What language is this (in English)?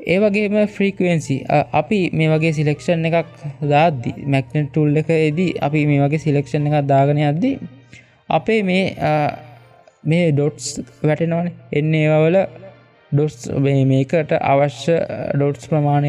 Sinhala